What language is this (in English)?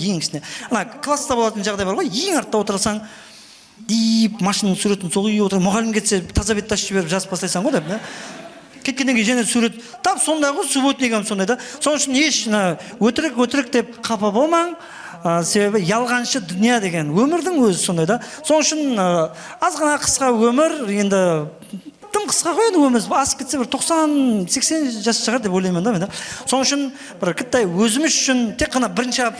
Kara-Kalpak